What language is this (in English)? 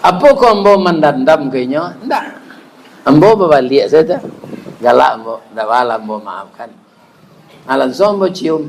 Minangkabau